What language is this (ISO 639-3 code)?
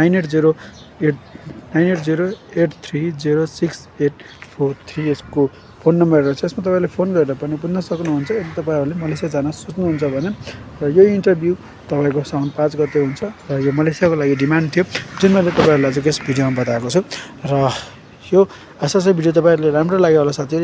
nep